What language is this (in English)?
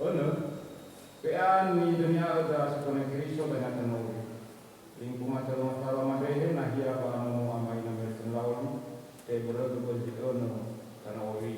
Nias